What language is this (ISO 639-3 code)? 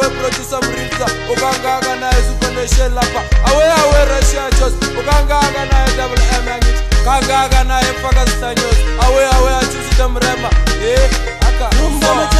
swa